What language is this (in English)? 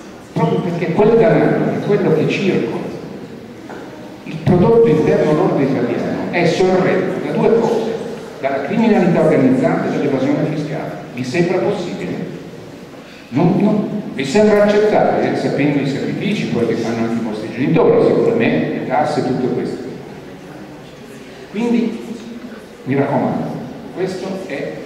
Italian